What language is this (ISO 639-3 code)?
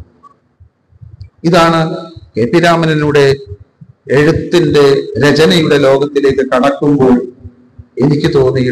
mal